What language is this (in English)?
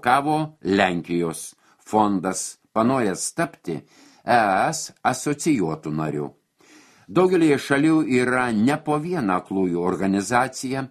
Lithuanian